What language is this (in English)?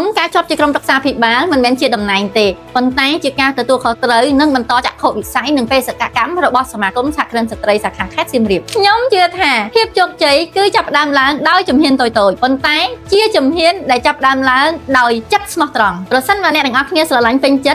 Khmer